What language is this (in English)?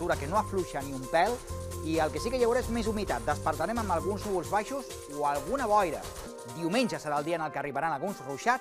Catalan